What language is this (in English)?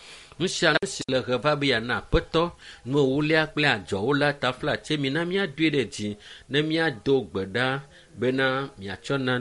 Ewe